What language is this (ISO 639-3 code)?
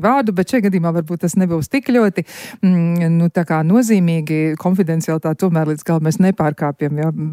lav